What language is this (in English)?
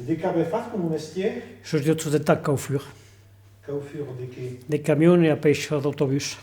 Occitan